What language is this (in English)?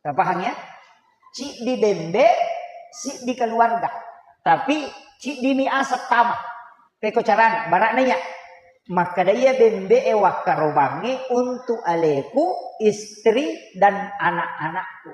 Buginese